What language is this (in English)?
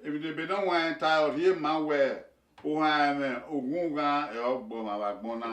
Bini